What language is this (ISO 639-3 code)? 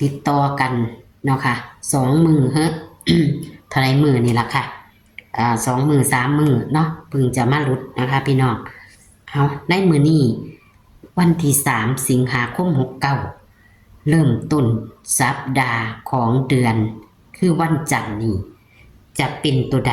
lao